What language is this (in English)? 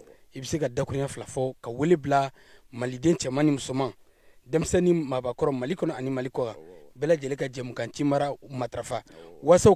Bambara